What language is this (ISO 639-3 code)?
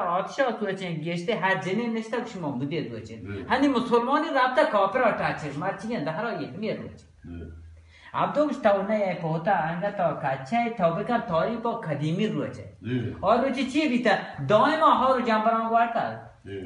bal